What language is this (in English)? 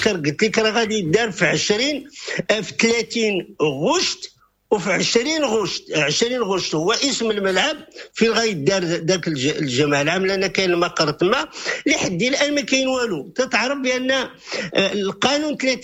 Moroccan Arabic